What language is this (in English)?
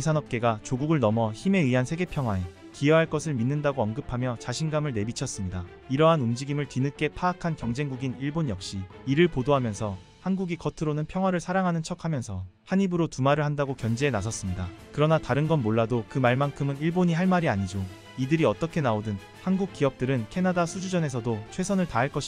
Korean